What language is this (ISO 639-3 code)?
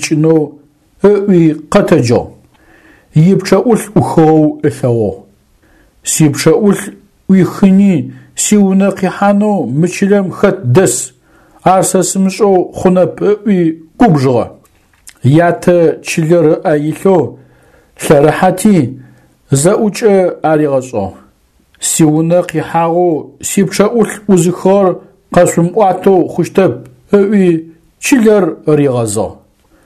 ady